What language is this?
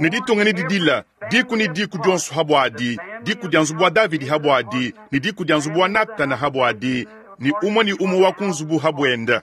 Luba-Lulua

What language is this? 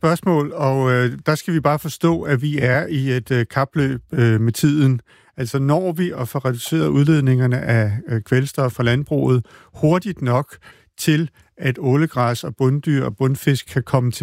Danish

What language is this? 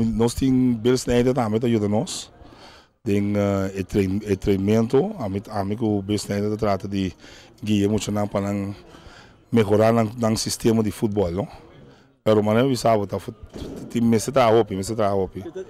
Papiamento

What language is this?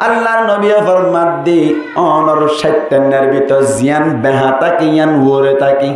Rohingya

